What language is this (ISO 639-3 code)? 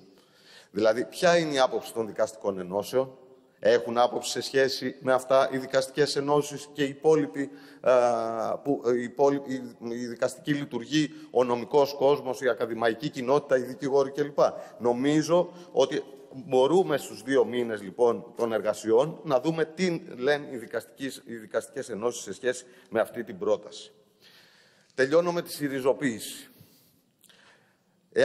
ell